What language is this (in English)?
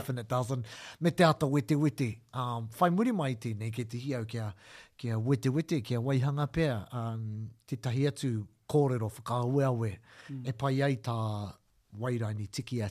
Māori